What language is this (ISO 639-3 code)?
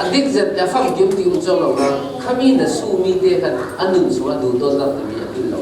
cfm